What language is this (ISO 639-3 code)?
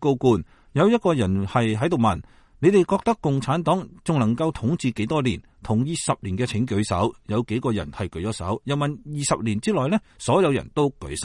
yue